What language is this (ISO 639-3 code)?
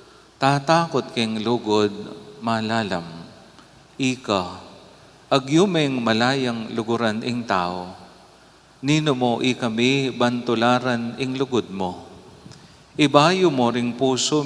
pam